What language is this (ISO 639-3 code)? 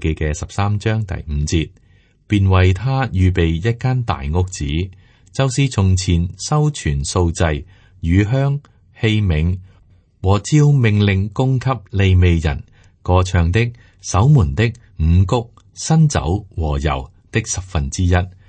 yue